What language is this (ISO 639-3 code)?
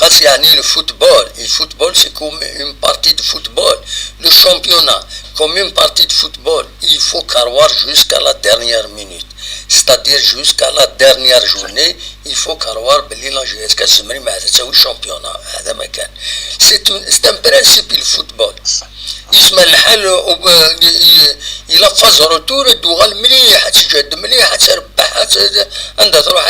kab